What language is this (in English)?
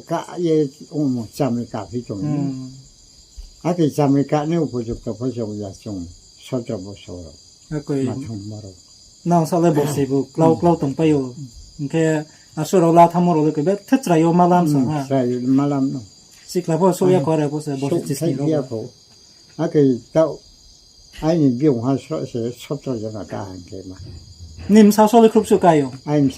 Riang (India)